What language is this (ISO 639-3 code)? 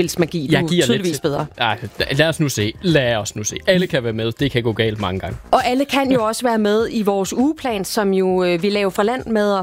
dan